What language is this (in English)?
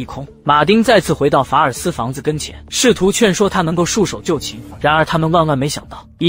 Chinese